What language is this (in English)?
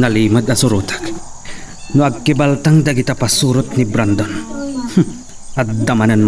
Iloko